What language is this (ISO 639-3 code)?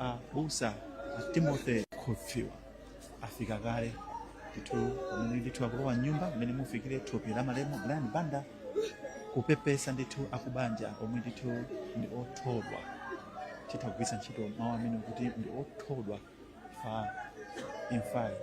nya